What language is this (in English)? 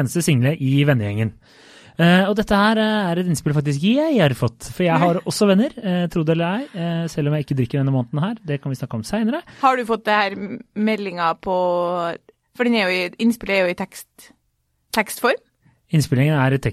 Norwegian